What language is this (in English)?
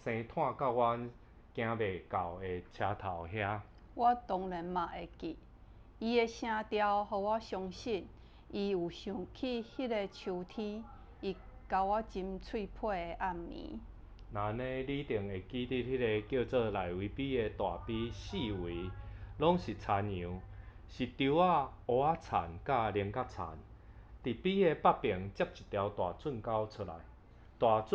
Min Nan Chinese